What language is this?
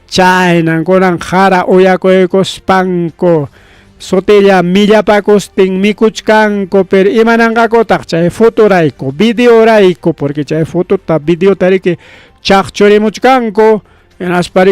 Ayacucho Quechua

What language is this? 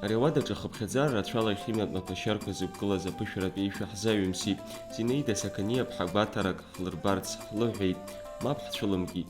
Abkhazian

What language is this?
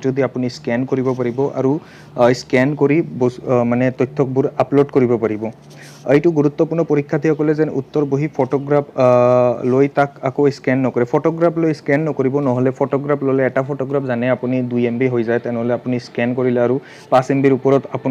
Assamese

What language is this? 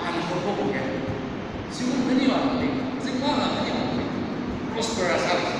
Tangkhul Naga (India)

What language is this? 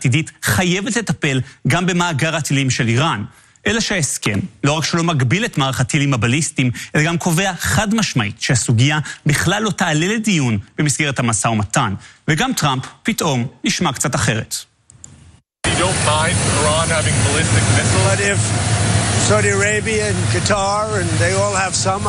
Hebrew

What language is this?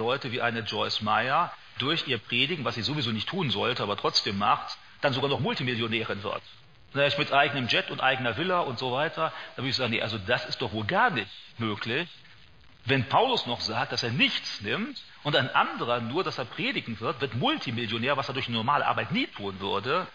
German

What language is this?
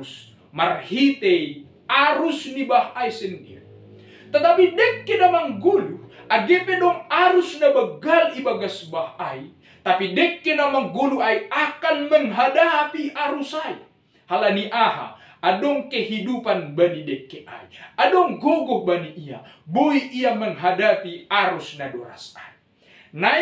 Batak Simalungun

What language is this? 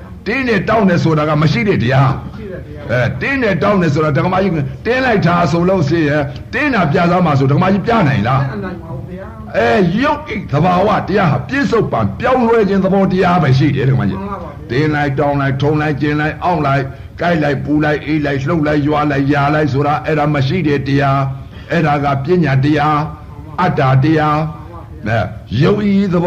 Burmese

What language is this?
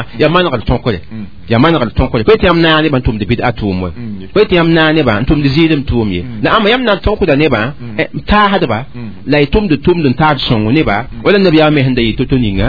Mossi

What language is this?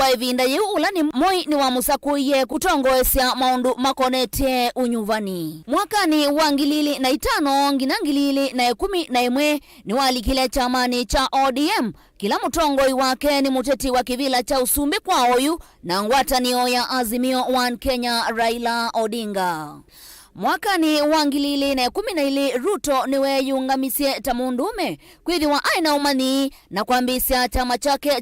Kamba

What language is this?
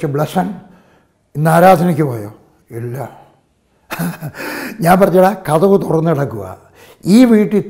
Malayalam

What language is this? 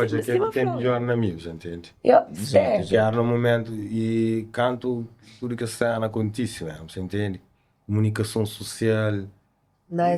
Kabuverdianu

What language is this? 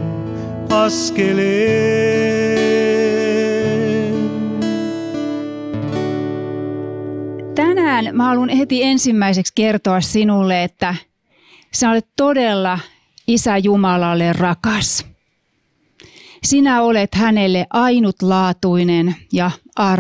Finnish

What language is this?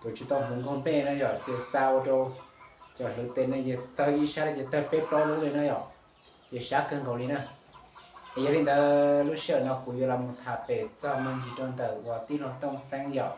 Hmong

